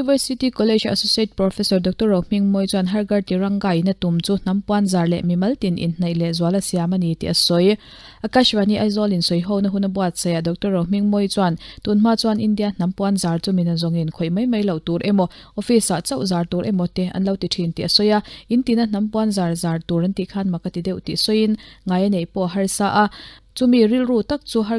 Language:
Mizo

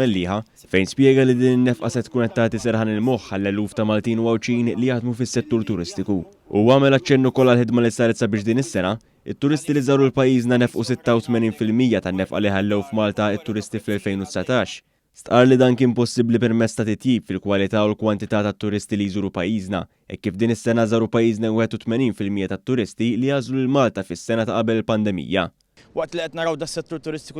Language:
Maltese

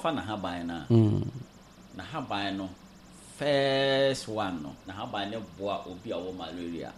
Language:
Akan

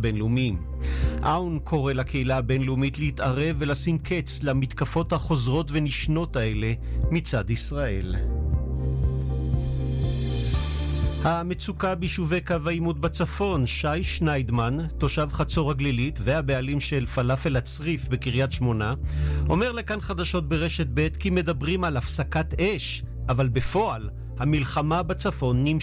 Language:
Hebrew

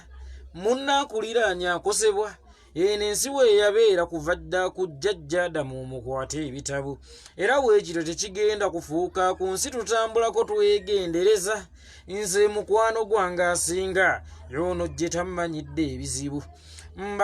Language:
Ganda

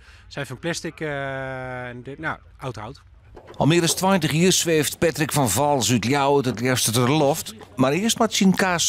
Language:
Western Frisian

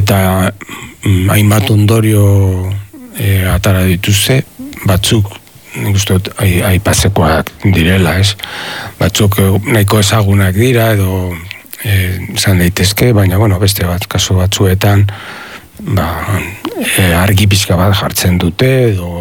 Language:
Basque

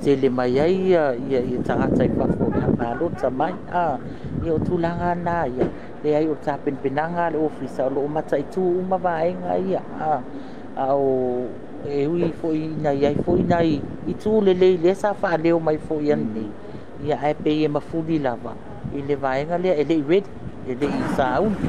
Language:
Samoan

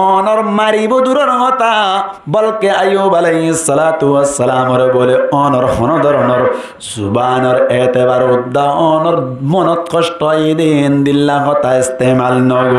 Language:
Rohingya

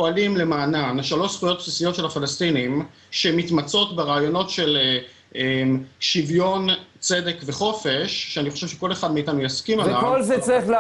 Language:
Hebrew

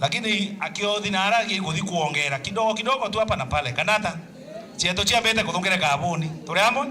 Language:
Meru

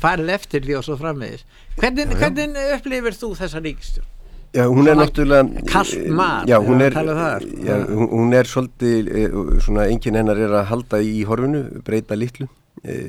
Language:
Icelandic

